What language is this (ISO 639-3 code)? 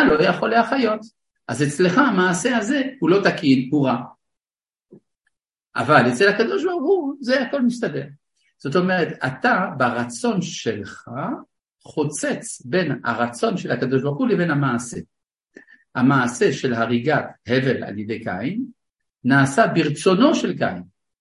heb